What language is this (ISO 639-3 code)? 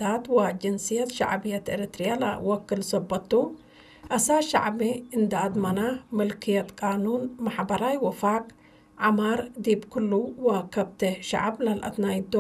tig